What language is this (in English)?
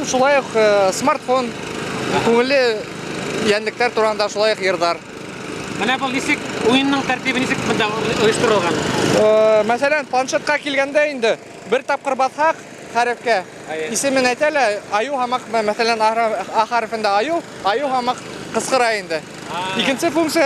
Bashkir